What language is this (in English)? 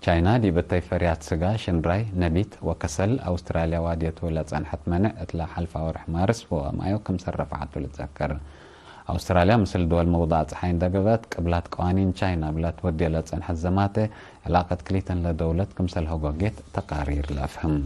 Tigre